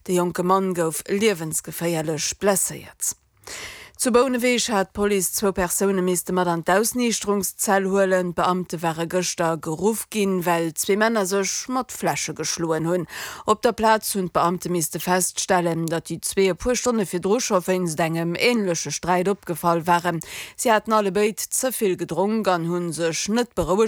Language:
Luxembourgish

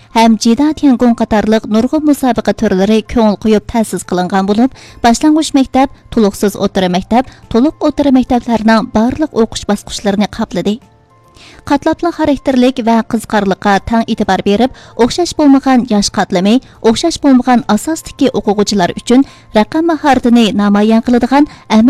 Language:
Uyghur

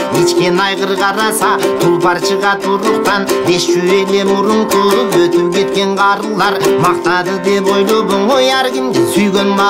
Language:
Kyrgyz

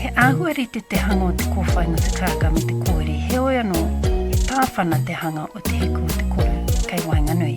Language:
Māori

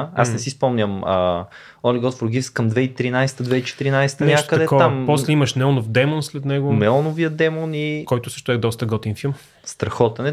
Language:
Bulgarian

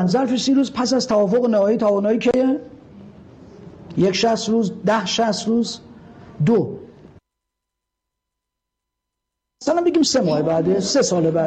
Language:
Persian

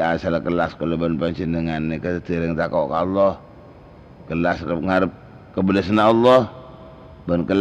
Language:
Madurese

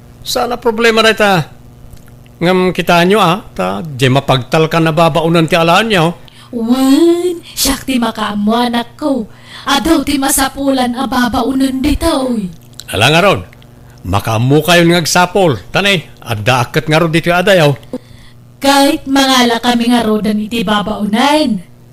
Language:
Iloko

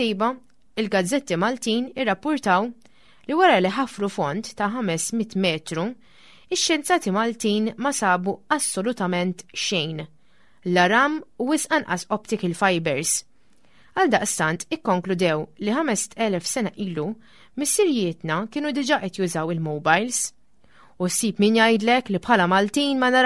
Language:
Maltese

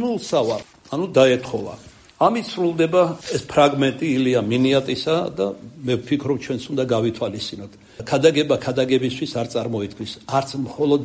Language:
Georgian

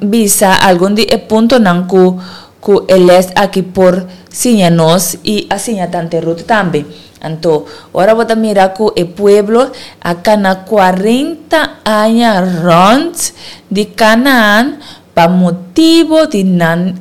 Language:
Papiamento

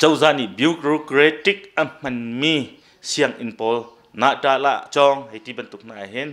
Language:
Hakha Chin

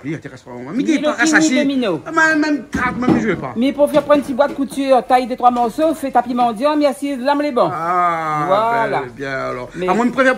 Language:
Réunion Creole French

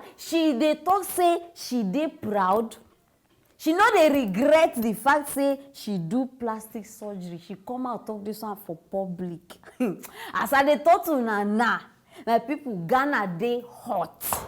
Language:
Nigerian Pidgin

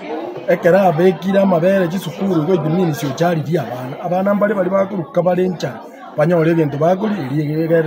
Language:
Gusii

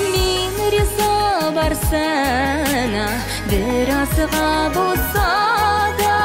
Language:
Tatar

